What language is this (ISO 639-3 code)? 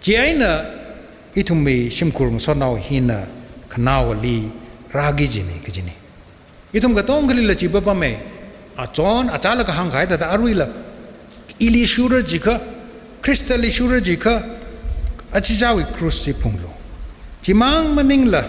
nmf